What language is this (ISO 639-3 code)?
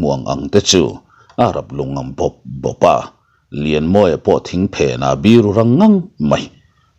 lus